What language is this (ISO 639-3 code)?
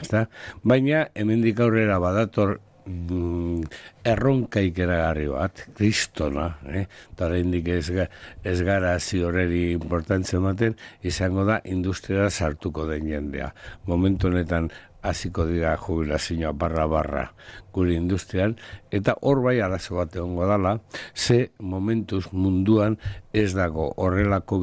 eus